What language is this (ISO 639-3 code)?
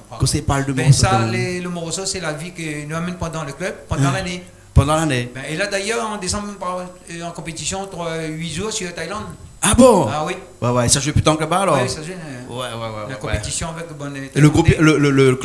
rcf